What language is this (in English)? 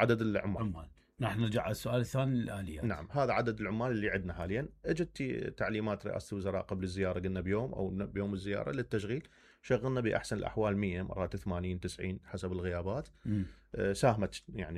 Mesopotamian Arabic